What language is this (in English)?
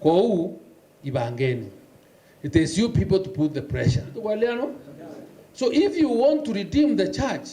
Meru